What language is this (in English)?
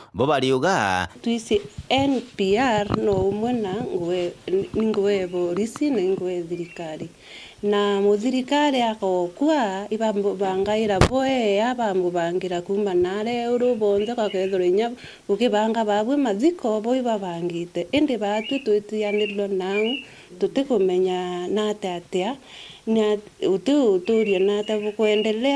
Meru